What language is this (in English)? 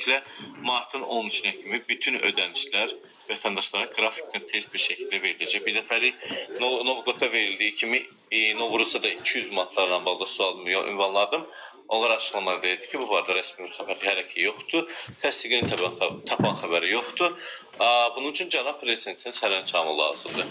Azerbaijani